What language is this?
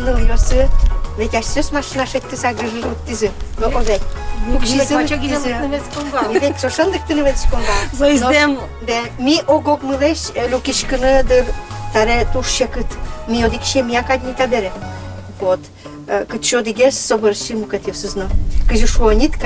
Udmurt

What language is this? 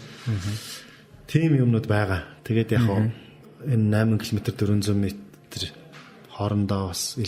Mongolian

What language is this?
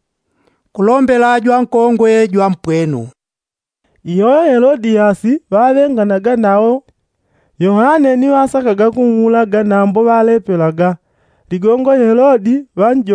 Yao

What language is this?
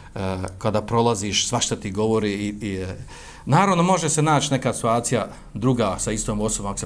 Bosnian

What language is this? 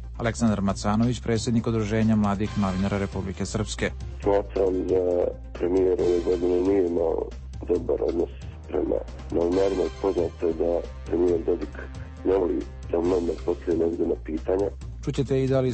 Serbian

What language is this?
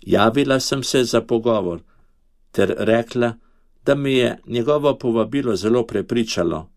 Slovenian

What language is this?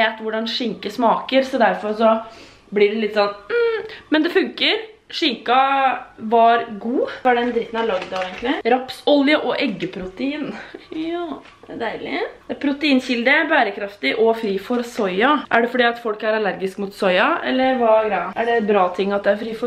Norwegian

